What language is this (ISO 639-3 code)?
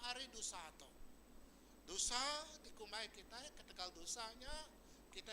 iba